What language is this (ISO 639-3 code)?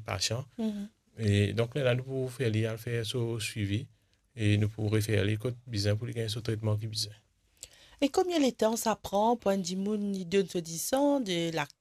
mfe